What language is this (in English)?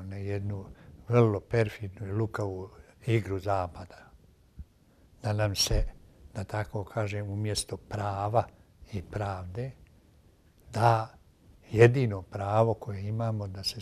Bosnian